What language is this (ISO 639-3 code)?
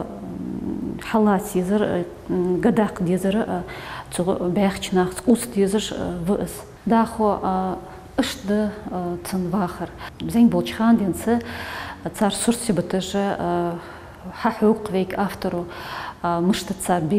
inh